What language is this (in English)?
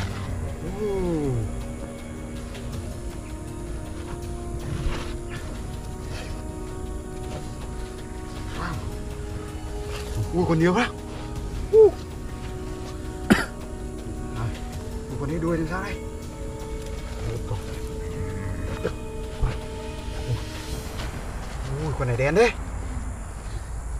Vietnamese